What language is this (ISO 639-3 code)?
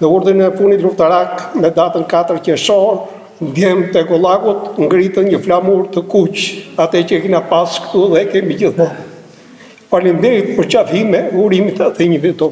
sqi